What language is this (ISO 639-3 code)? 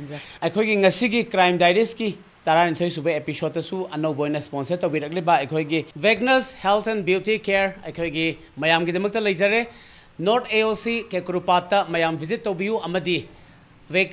mni